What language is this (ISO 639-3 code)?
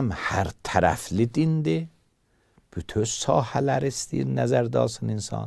aze